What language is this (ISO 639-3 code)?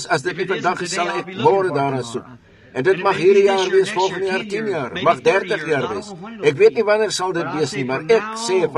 afr